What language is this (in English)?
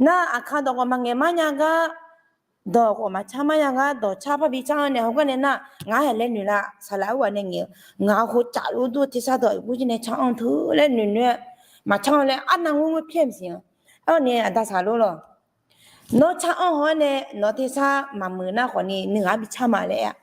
Akha